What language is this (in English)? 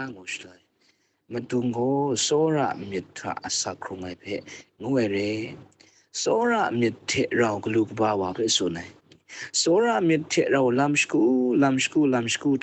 Kachin